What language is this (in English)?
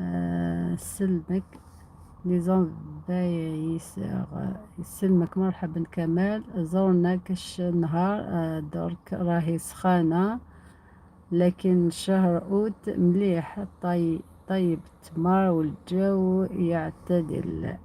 Algerian Arabic